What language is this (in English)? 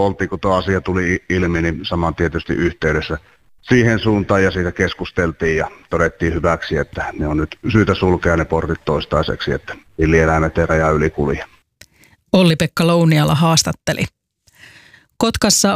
Finnish